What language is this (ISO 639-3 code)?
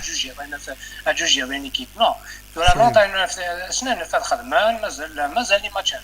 kab